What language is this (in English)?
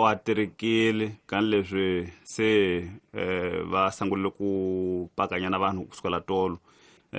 Tsonga